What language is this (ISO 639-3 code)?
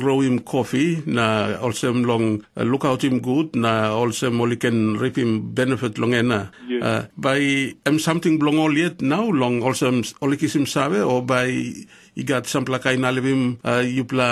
tpi